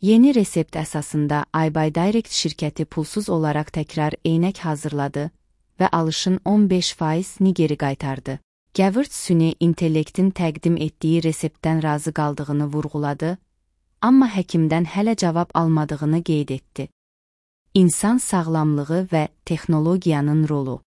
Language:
Azerbaijani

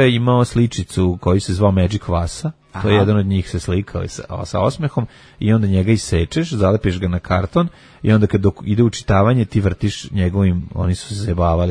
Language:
Serbian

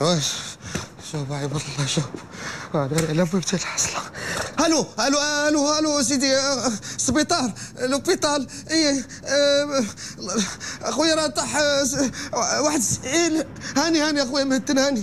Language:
Moroccan Arabic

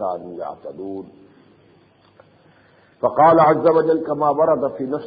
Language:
Urdu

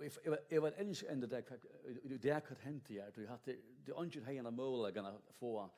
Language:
Faroese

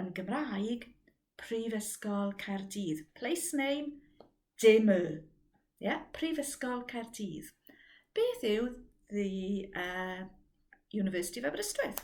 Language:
Welsh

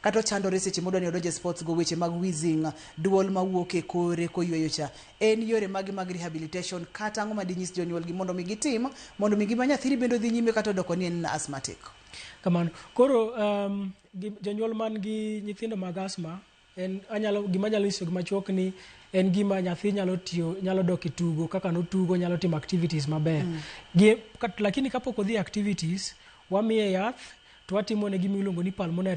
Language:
Luo (Kenya and Tanzania)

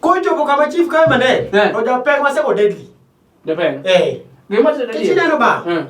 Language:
Luo (Kenya and Tanzania)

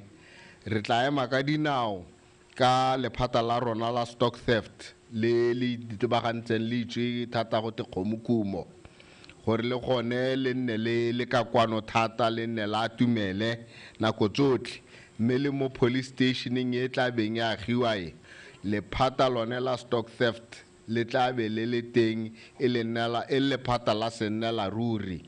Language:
Tswana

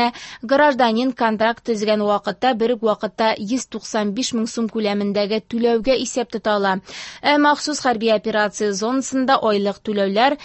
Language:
Tatar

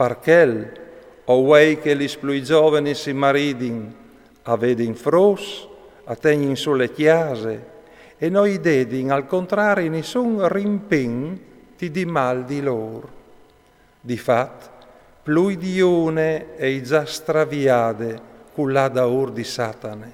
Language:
Friulian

